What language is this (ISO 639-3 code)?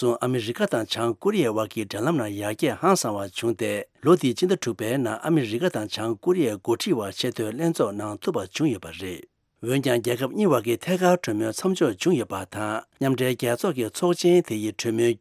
bod